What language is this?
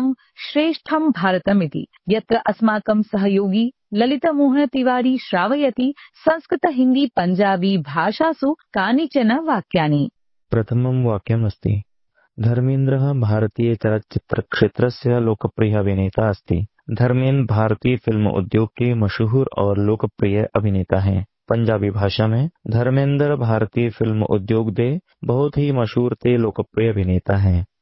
Sanskrit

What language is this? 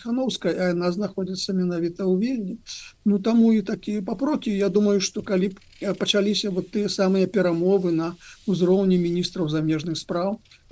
Belarusian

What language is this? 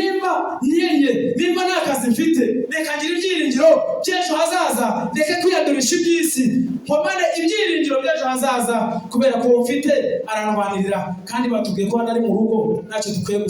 Kinyarwanda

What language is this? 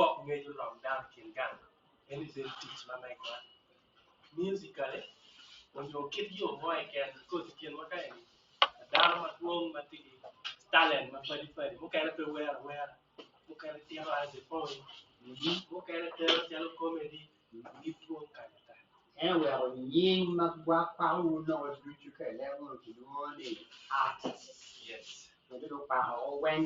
Acoli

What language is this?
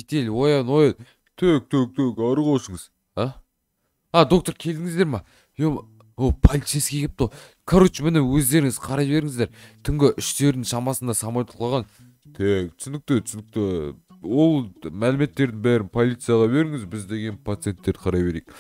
Kazakh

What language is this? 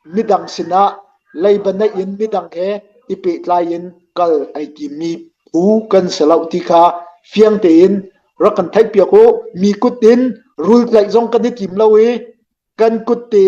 Hakha Chin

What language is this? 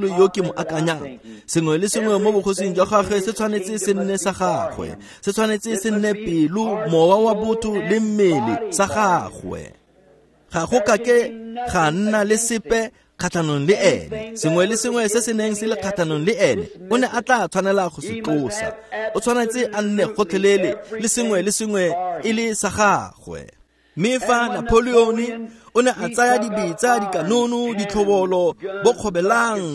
Tswana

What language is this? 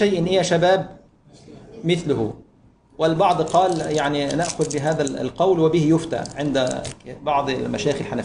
Egyptian Arabic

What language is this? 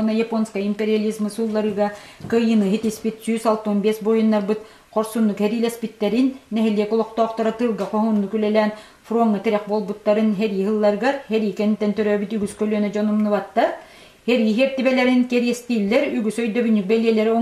Yakut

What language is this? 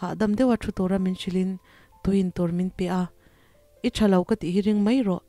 Mizo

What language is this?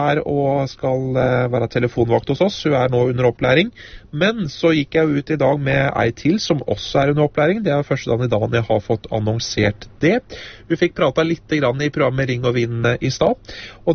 Norwegian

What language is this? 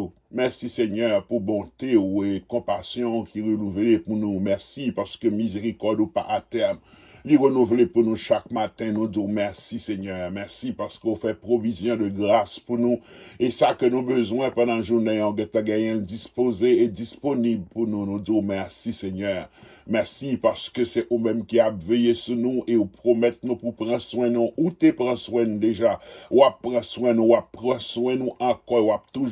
Haitian Creole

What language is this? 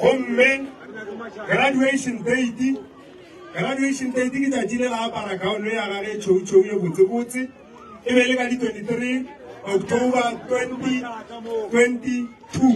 Northern Sotho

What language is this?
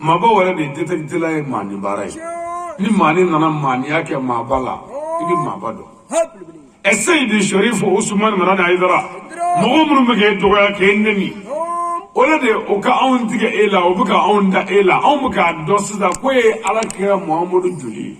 Bambara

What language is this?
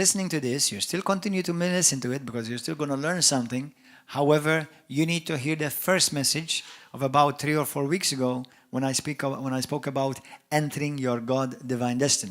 English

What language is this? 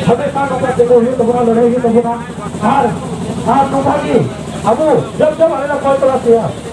Santali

